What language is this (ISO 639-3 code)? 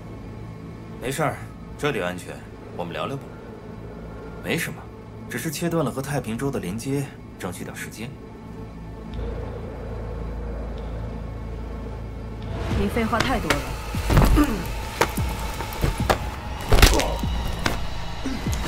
zho